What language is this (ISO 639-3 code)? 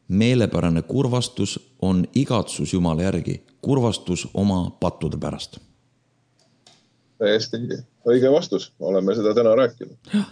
est